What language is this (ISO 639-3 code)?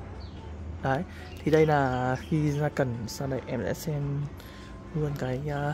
vie